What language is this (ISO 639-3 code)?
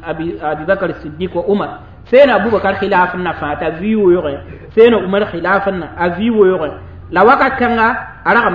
mos